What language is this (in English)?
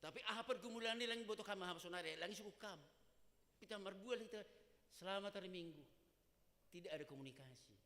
Batak Simalungun